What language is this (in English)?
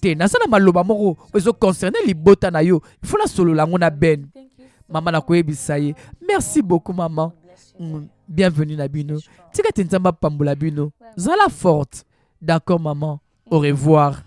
Lingala